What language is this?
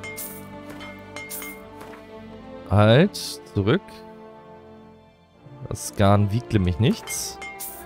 German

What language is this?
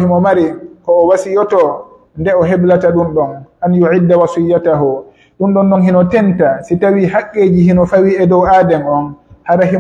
Pular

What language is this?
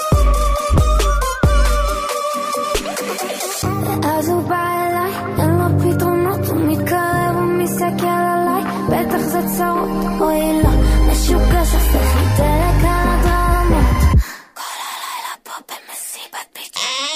Hebrew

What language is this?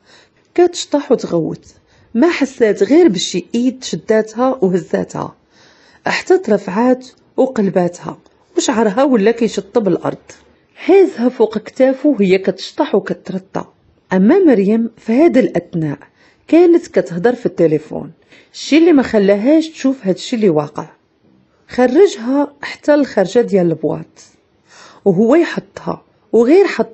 Moroccan Arabic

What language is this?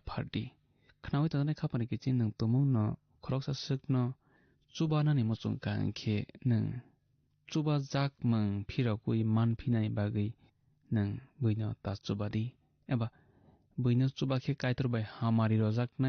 Kok Borok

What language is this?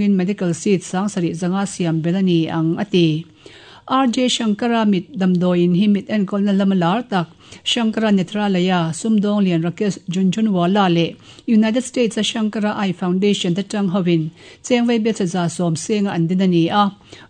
Mizo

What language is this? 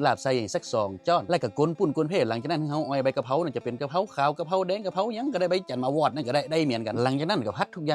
Lao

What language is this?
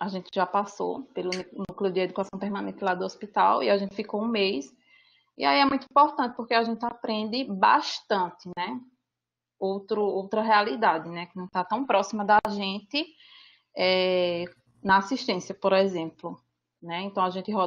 Portuguese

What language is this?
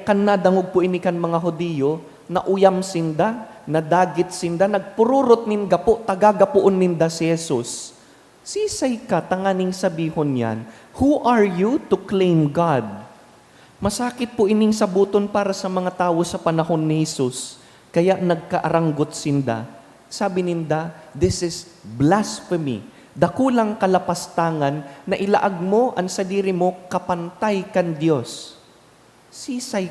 Bikol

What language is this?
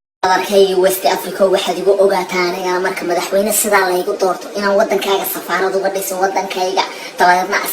Somali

